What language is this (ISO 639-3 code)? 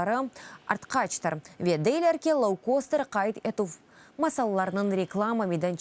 crh